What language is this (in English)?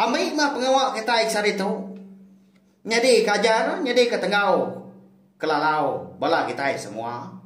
Iban